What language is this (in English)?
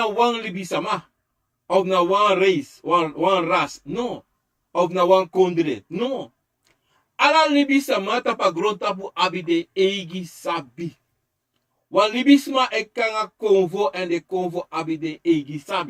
Sranan Tongo